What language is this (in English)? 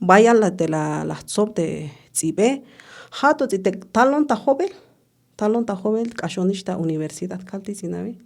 Tzeltal